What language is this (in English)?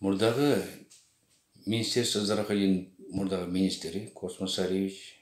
Kyrgyz